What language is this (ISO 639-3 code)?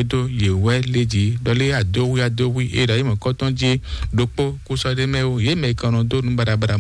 fon